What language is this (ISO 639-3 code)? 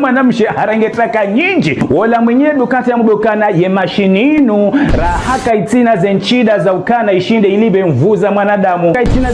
zdj